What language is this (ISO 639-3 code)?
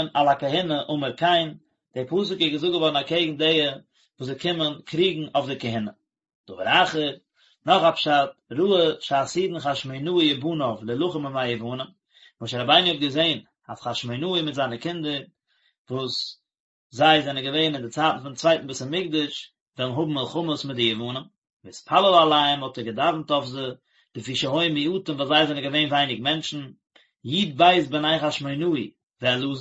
yid